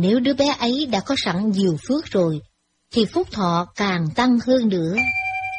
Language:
Vietnamese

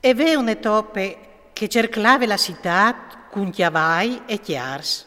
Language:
Friulian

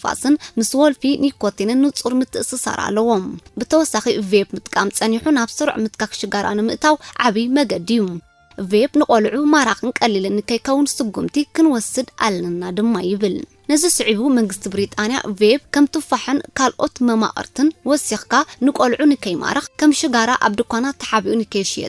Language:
Tigrinya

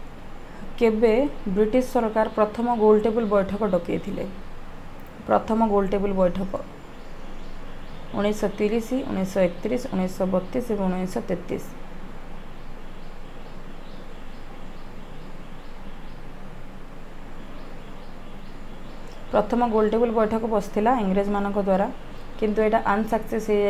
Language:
Odia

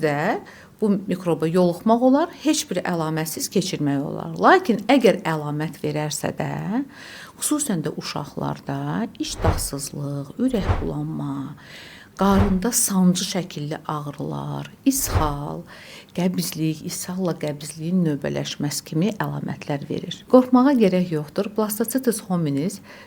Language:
Azerbaijani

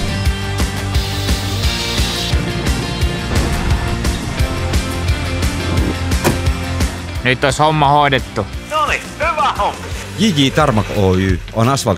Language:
Finnish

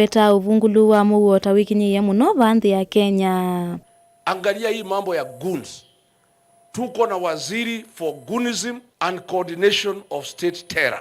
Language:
Kamba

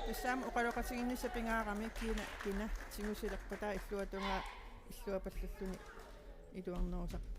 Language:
Kalaallisut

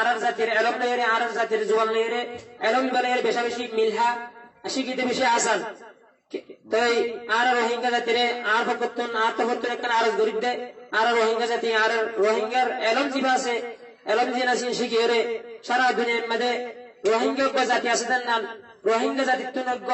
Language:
Rohingya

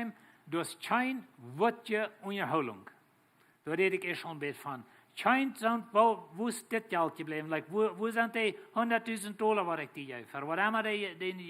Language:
Plautdietsch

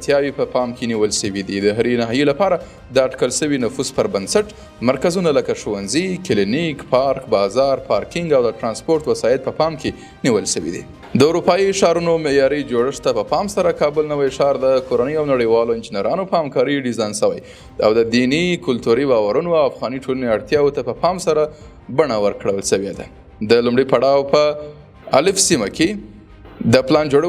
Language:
Pashto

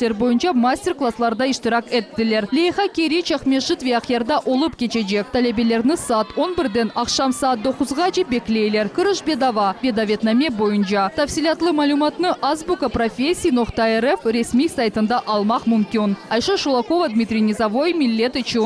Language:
Crimean Tatar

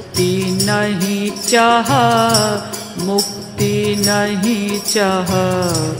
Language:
Hindi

